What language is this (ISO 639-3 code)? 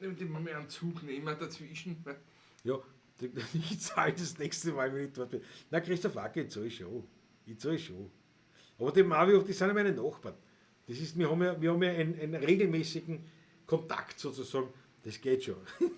bar